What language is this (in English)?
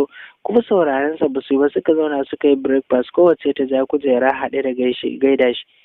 Hausa